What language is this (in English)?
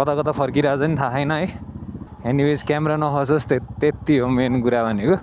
Nepali